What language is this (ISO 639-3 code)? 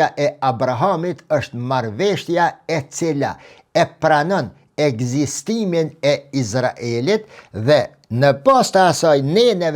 sqi